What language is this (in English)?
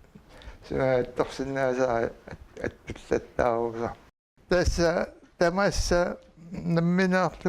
Kalaallisut